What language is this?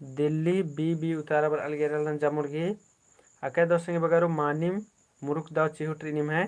Kurukh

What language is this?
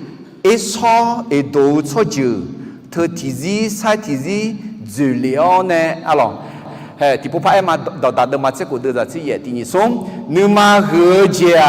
Akha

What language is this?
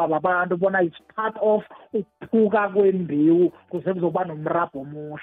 South Ndebele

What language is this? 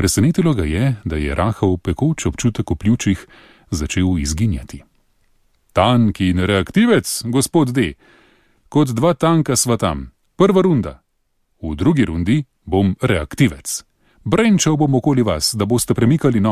Slovenian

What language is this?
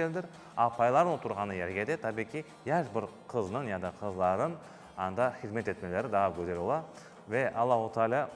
Crimean Tatar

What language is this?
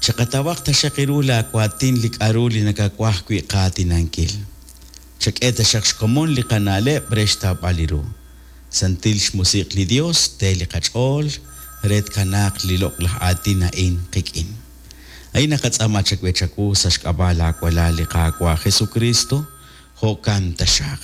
Kekchí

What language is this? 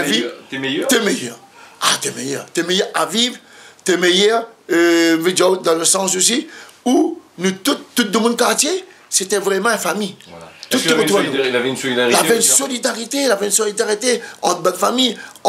Réunion Creole French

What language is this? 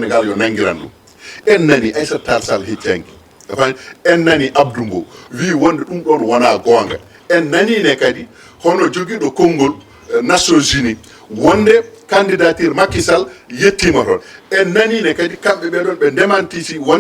Fula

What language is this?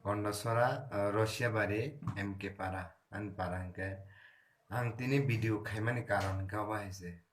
Kok Borok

